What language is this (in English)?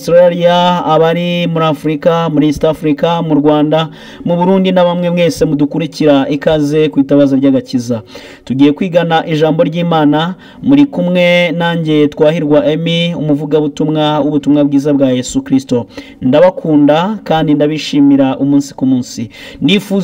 Kinyarwanda